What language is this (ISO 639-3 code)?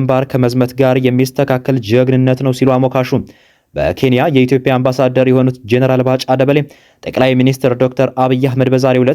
amh